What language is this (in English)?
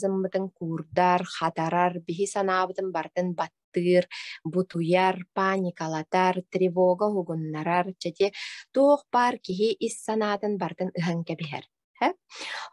Yakut